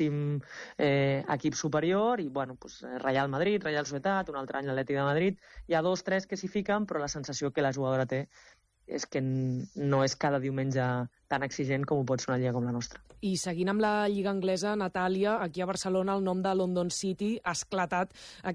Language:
Catalan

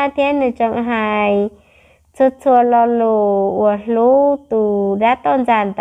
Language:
Hmong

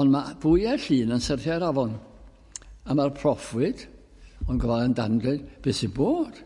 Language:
Welsh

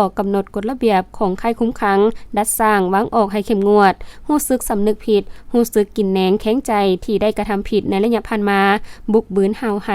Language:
Lao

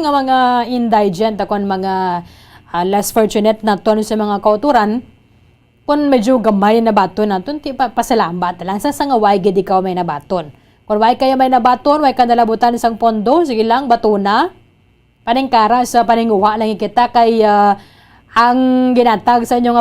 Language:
Hiligaynon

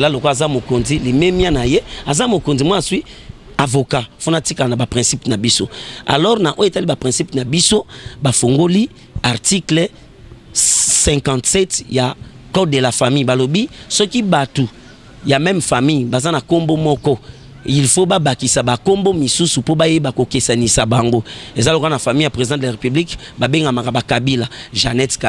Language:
Lingala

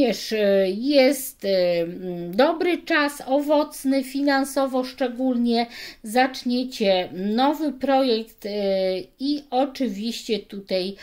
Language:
Polish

